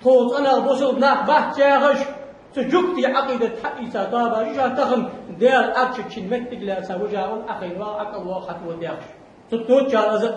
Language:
Ingush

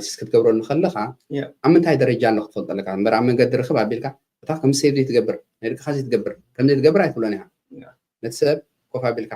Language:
Tigrinya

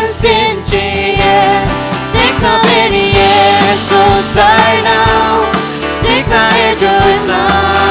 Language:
Faroese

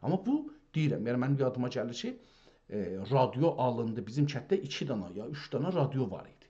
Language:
South Azerbaijani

